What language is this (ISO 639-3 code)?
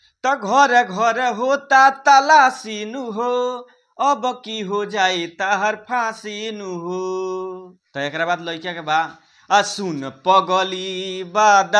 bho